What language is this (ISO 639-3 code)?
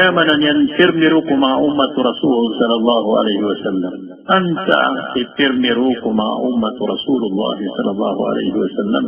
mrw